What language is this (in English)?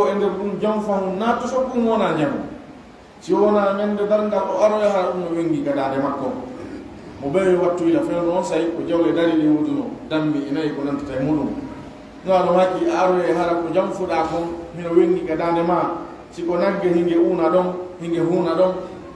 Pular